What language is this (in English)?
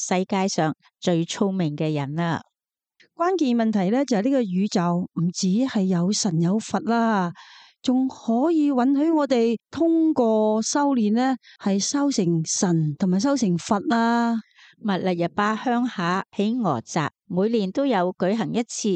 Cantonese